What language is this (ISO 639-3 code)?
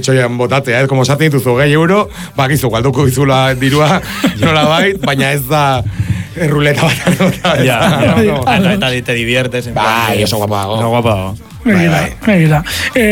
eus